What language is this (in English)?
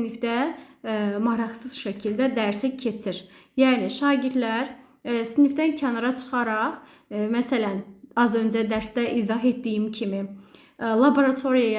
Azerbaijani